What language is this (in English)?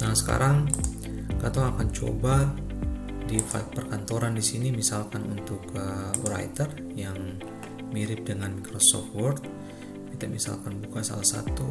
Ambonese Malay